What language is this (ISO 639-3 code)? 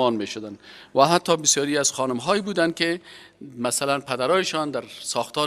fas